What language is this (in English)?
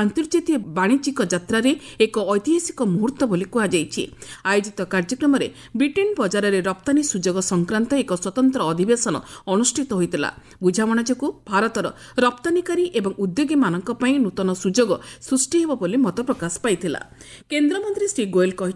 Odia